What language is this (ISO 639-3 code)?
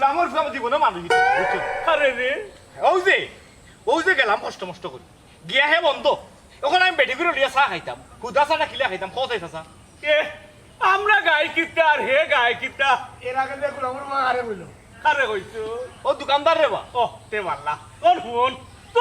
syl